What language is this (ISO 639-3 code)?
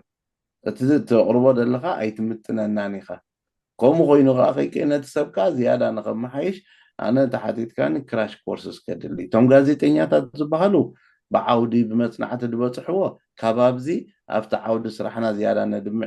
tir